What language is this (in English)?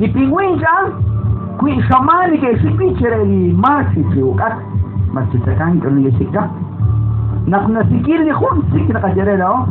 Kekchí